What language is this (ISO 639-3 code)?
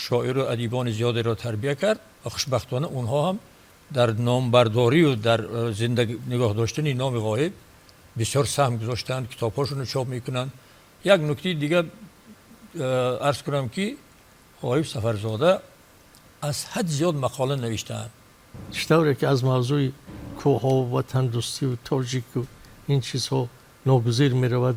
tgk